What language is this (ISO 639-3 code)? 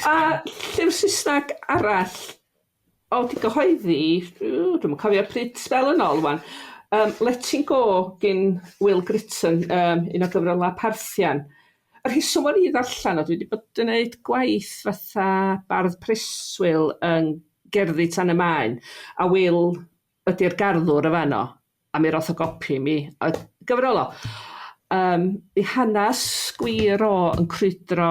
cym